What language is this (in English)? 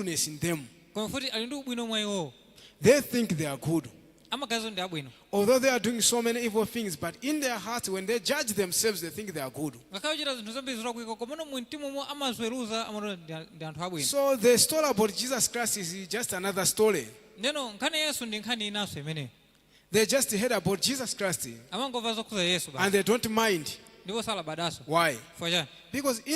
Nyanja